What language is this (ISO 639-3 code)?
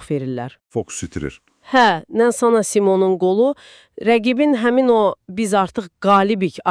aze